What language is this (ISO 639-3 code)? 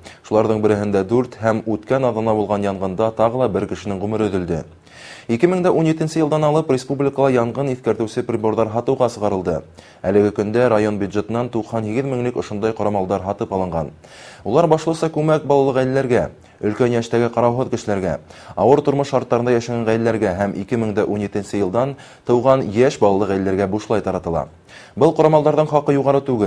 bak